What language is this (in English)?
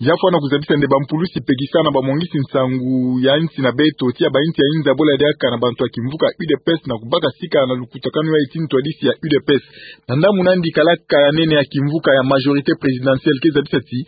Kituba (Democratic Republic of Congo)